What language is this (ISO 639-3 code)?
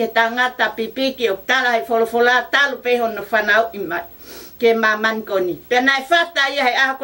ton